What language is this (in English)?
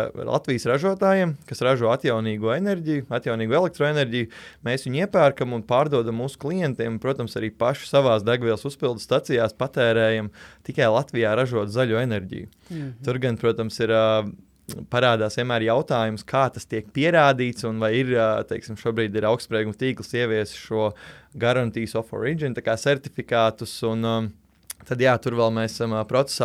Latvian